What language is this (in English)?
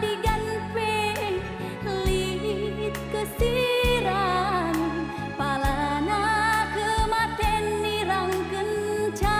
Batak Karo